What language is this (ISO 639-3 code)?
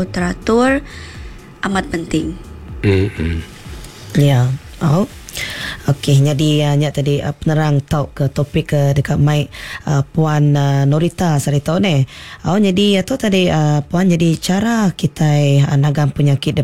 iba